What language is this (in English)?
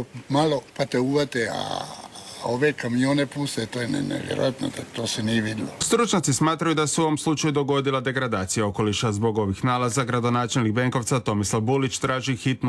Croatian